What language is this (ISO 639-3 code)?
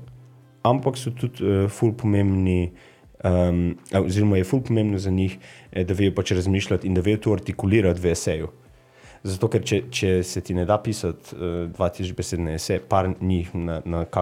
slv